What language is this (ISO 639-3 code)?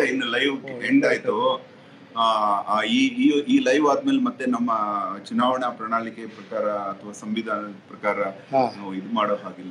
kan